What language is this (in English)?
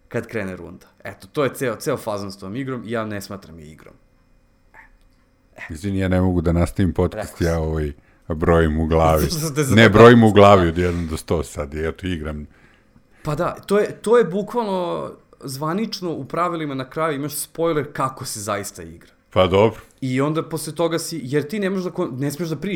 Serbian